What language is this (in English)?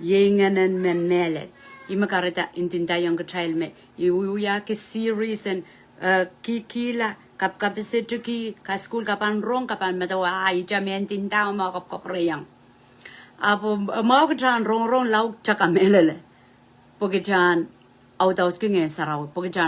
Pohnpeian